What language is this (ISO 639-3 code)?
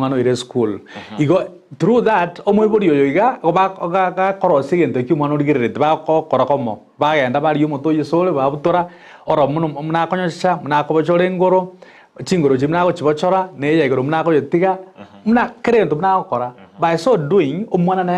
guz